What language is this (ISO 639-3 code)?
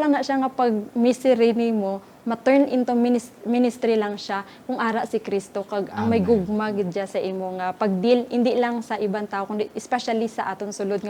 hil